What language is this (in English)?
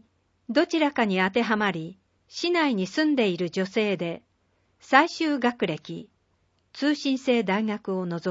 Japanese